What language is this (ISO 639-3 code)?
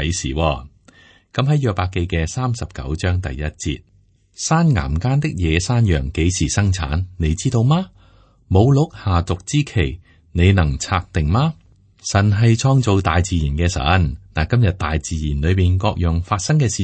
yue